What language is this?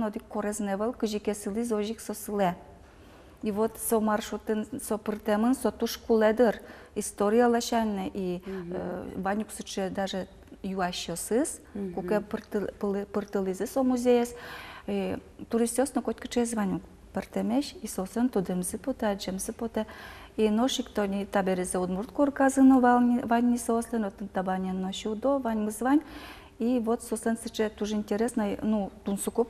Udmurt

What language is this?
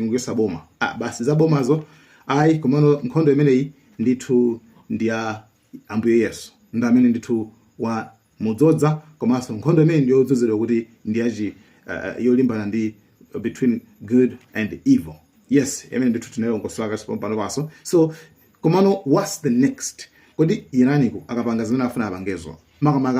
Nyanja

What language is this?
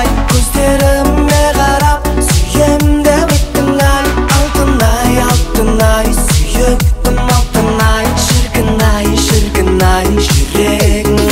Kazakh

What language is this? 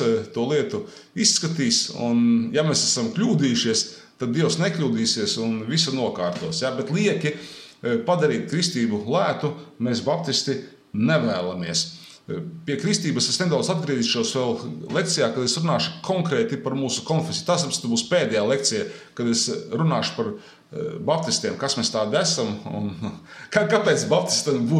Latvian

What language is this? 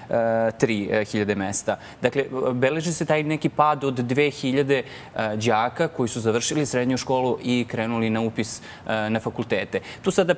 Serbian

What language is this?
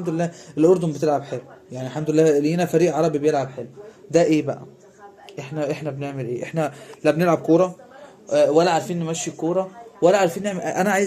Egyptian Arabic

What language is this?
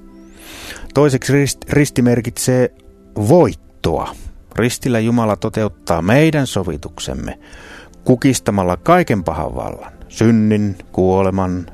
Finnish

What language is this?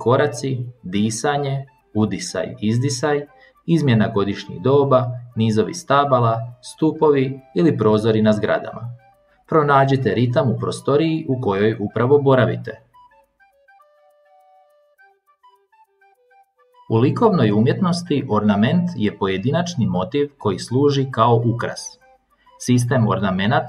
Croatian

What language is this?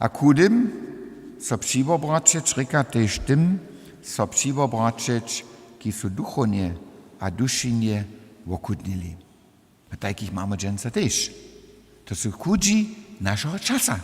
Upper Sorbian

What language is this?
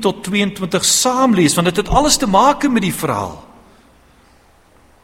Afrikaans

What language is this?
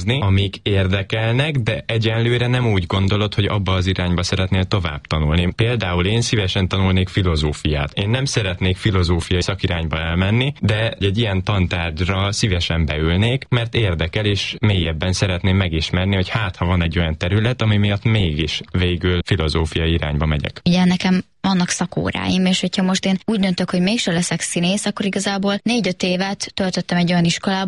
Hungarian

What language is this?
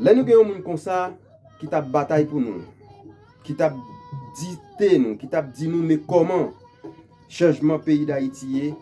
Haitian Creole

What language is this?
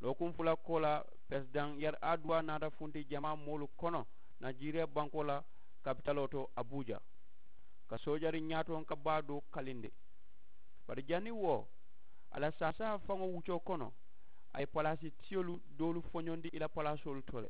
Mandingo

